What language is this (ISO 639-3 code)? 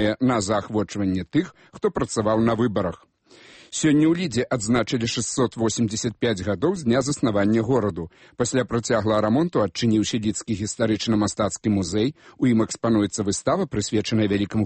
bel